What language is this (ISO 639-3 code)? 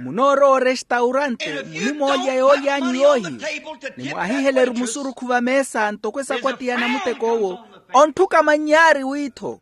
vmw